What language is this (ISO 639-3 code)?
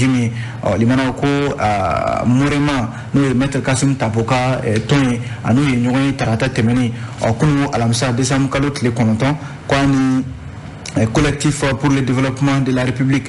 bam